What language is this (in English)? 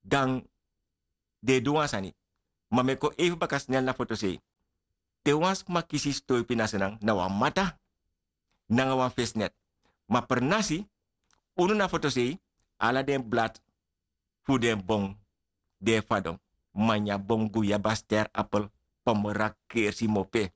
Sranan Tongo